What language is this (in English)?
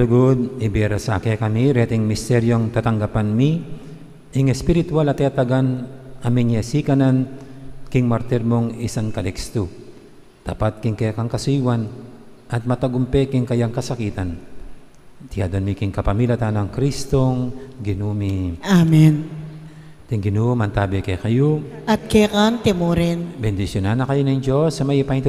Pampanga